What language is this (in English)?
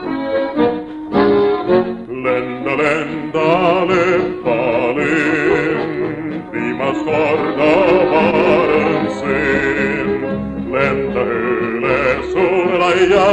Estonian